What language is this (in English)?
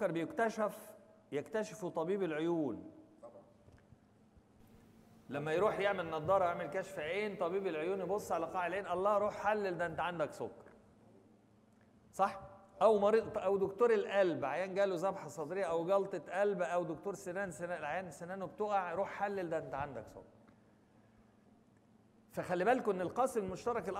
Egyptian Arabic